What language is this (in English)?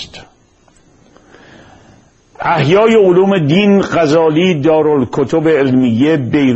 Persian